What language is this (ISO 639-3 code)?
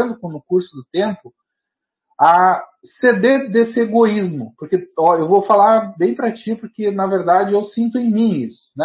por